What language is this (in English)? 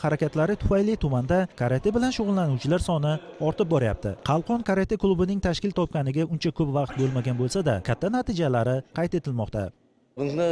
Uzbek